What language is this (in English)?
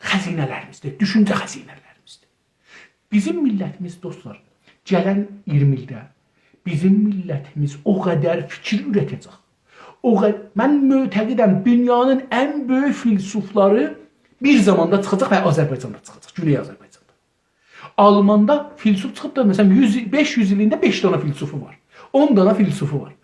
South Azerbaijani